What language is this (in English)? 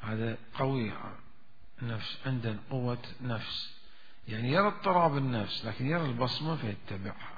Mesopotamian Arabic